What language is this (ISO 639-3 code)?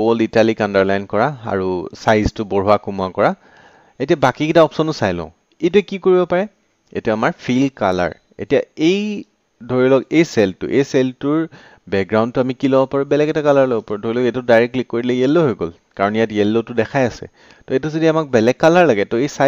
asm